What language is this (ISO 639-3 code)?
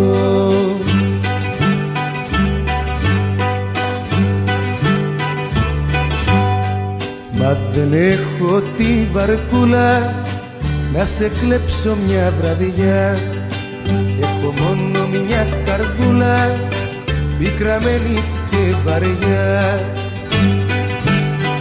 ell